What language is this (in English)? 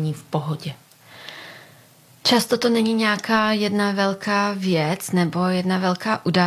Czech